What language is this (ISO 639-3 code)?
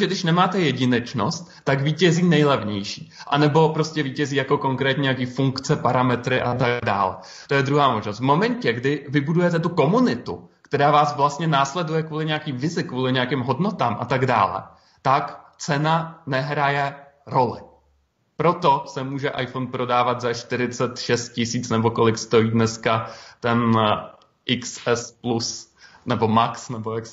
ces